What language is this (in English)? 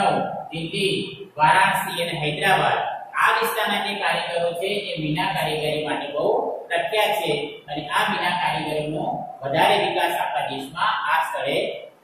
Gujarati